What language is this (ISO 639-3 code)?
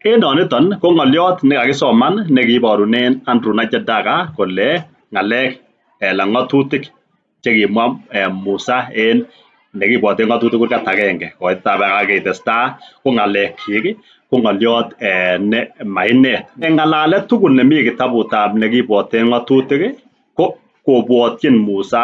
kln